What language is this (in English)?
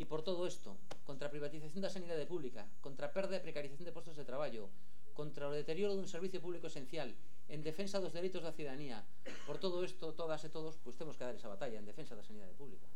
Galician